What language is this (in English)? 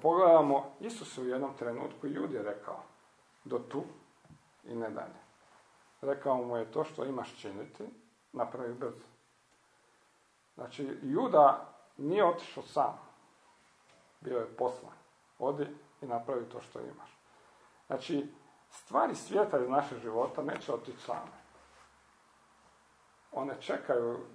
Croatian